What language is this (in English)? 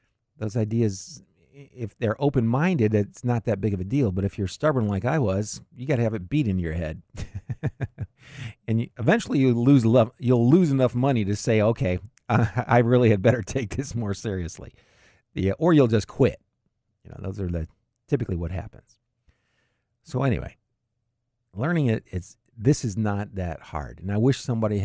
English